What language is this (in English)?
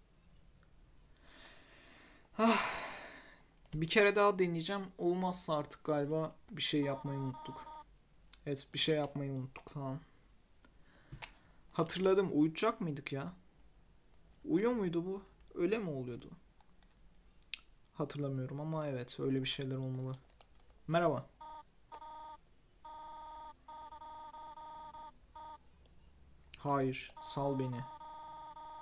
Turkish